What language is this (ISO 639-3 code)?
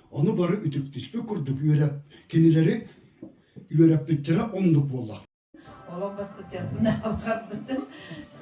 sah